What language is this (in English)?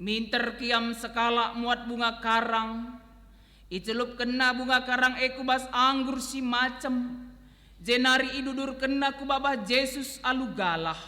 Batak Karo